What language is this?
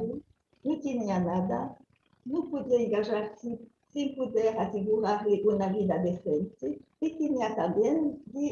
Ladino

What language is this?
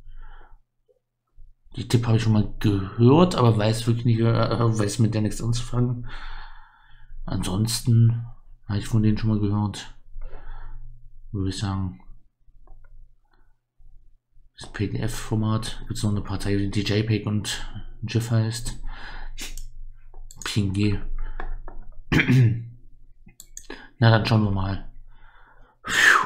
German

